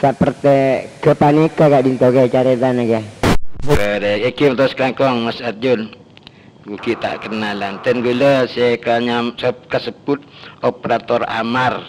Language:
Madurese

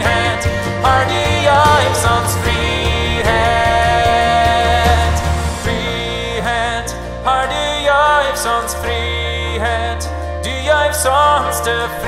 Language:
Plautdietsch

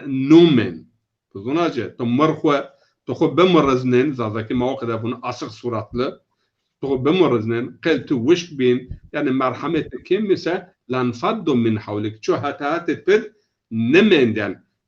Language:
Zaza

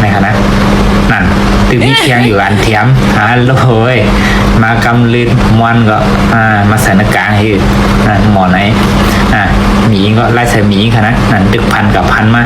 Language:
Shan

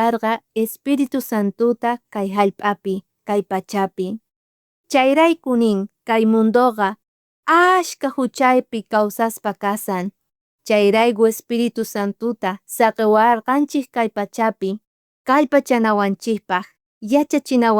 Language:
South Bolivian Quechua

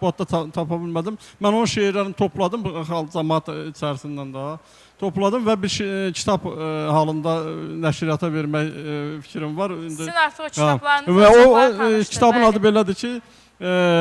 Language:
Azerbaijani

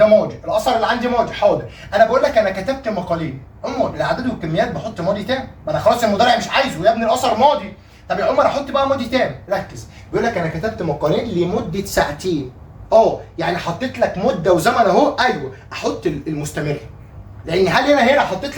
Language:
Egyptian Arabic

